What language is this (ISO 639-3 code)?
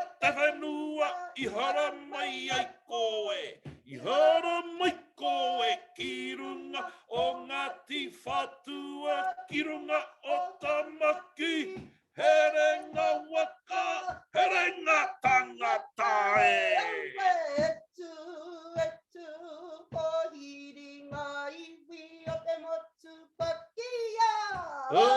mri